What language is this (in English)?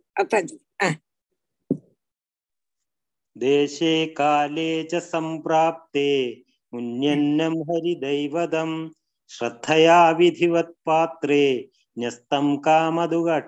Tamil